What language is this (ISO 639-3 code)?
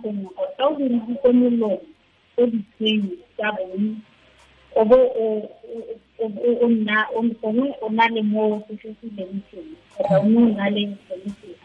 tsn